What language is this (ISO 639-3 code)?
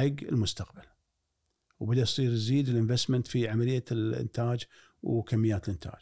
afb